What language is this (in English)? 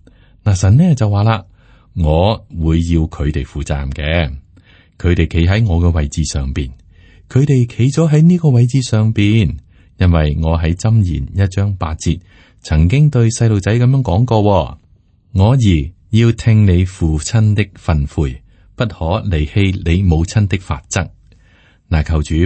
Cantonese